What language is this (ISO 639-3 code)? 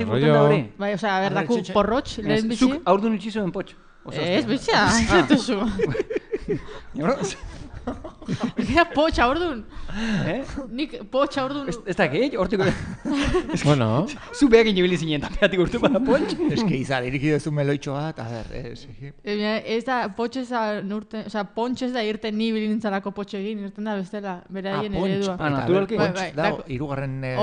eus